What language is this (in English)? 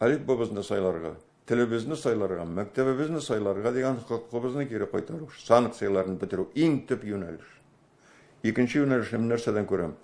Tatar